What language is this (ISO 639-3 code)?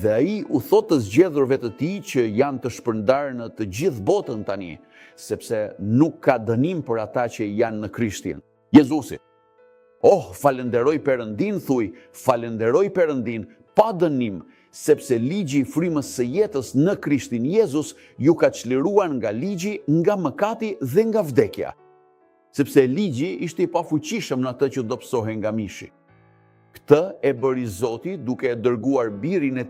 sqi